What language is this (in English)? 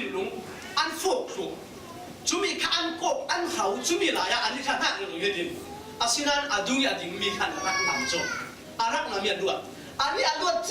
Falam Chin